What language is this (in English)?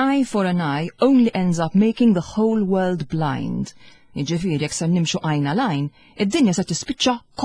Maltese